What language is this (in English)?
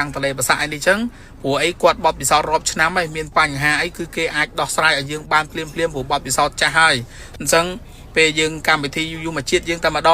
Khmer